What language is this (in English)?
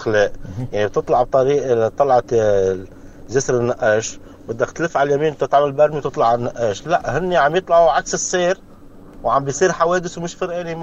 North Levantine Arabic